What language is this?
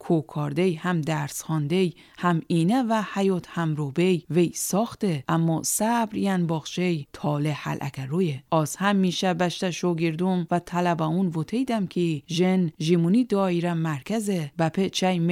Gilaki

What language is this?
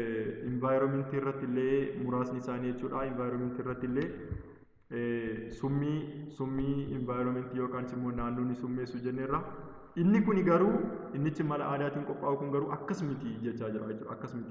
Oromo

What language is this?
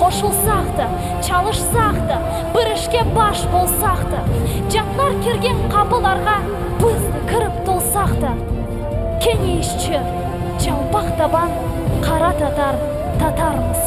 Crimean Tatar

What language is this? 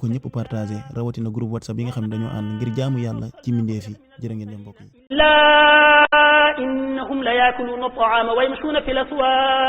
Wolof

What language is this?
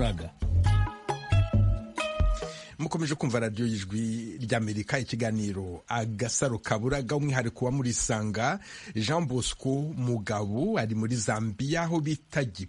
Kinyarwanda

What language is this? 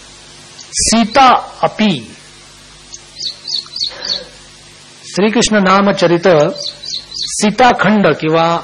Marathi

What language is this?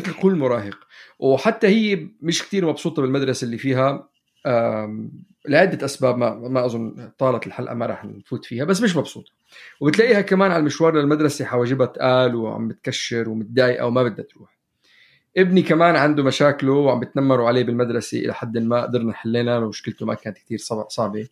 North Levantine Arabic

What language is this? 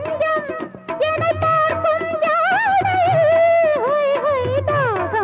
Tamil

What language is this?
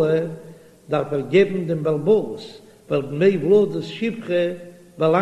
Yiddish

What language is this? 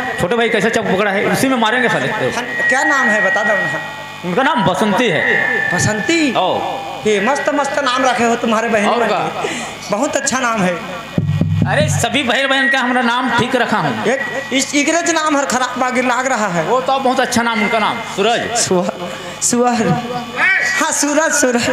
Chhattisgarhi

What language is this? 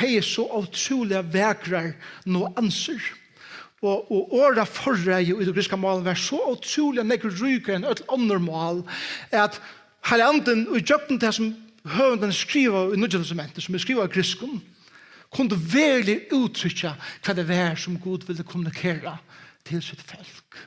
Faroese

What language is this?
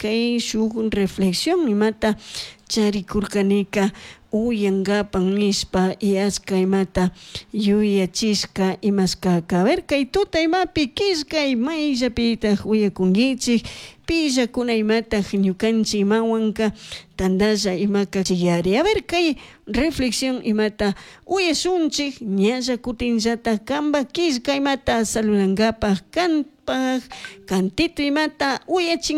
Chimborazo Highland Quichua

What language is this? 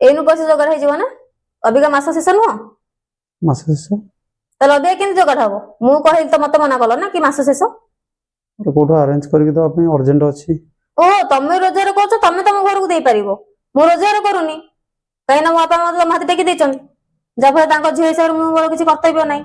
Odia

